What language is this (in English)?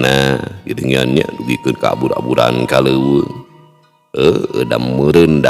Sundanese